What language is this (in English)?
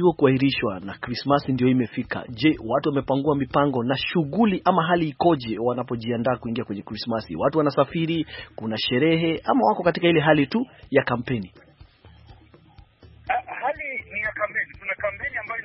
Swahili